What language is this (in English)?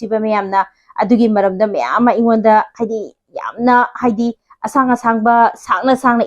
Manipuri